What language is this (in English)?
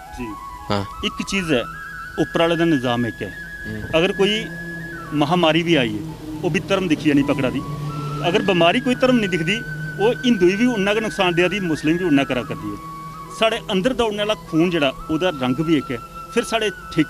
Dogri